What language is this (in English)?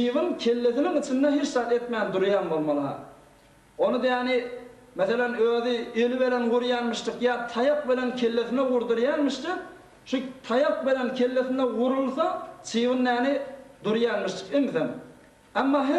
Turkmen